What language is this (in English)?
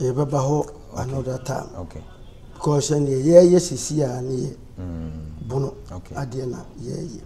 Akan